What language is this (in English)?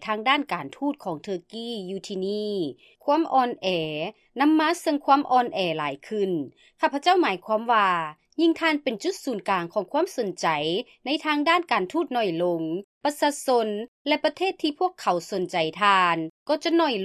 Lao